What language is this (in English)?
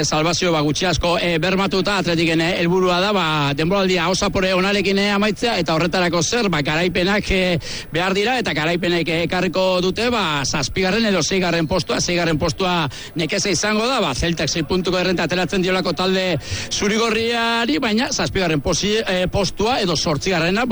Basque